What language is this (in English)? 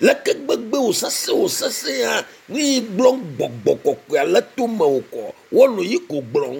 Ewe